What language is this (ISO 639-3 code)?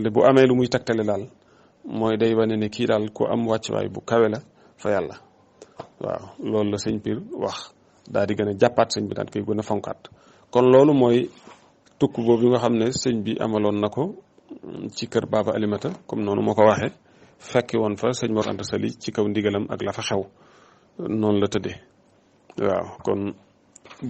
wol